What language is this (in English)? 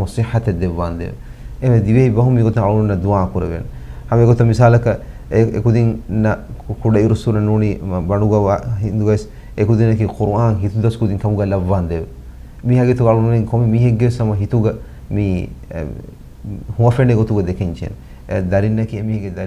Divehi